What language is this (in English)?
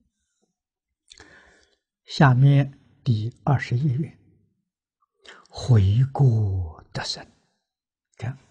Chinese